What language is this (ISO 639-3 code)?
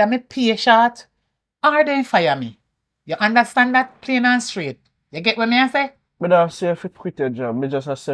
jam